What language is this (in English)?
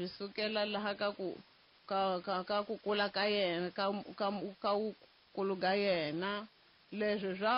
Tsonga